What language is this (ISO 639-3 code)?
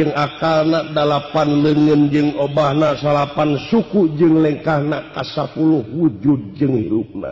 sun